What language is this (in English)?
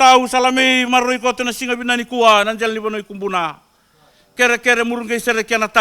Fijian